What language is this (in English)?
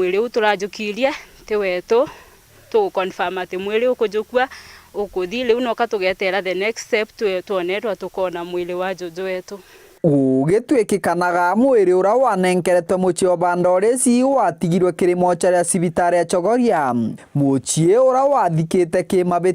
Meru